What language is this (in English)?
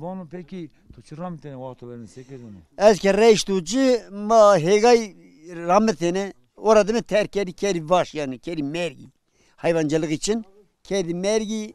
Zaza